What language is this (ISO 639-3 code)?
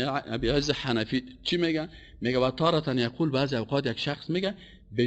fas